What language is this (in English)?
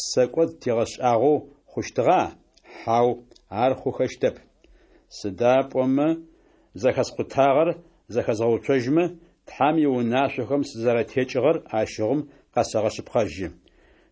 Adyghe